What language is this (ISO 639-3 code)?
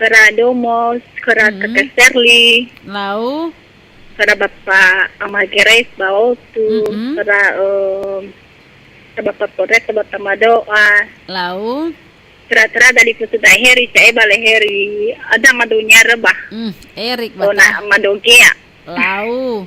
nia